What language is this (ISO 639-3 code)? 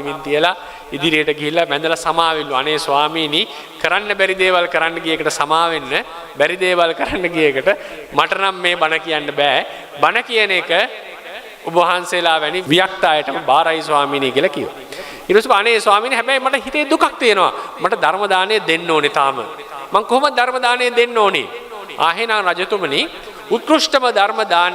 sin